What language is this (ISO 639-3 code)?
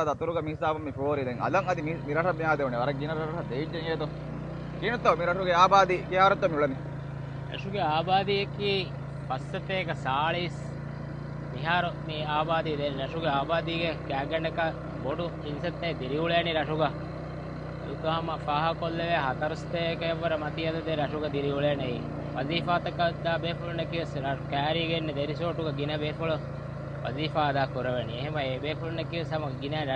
div